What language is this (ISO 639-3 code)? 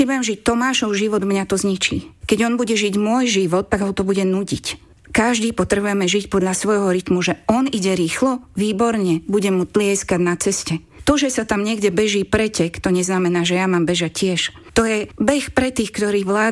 slk